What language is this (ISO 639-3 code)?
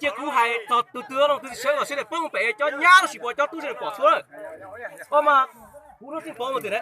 hmn